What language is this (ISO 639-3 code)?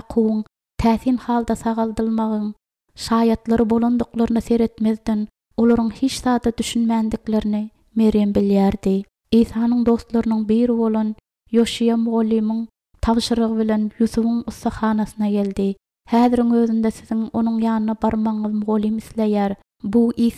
tuk